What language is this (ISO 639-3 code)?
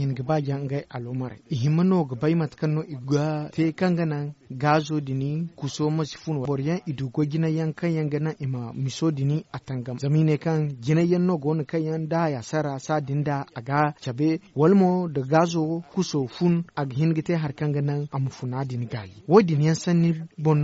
dje